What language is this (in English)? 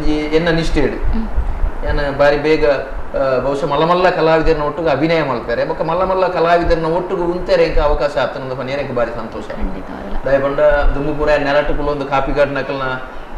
Tulu